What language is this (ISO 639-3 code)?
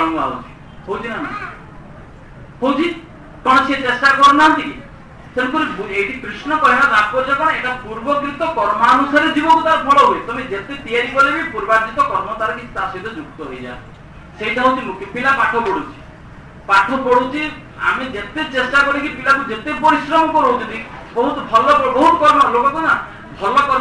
ori